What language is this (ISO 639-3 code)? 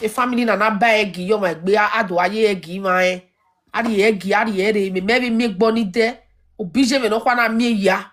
pcm